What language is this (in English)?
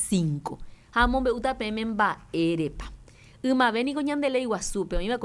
Guarani